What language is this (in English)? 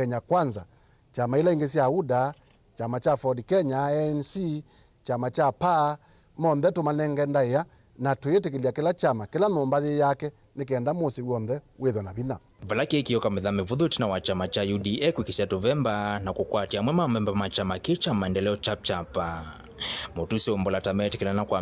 Kamba